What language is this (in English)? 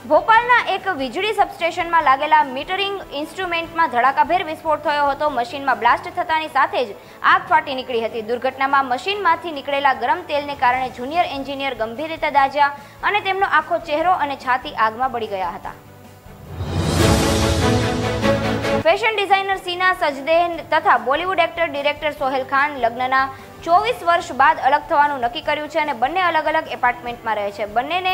Gujarati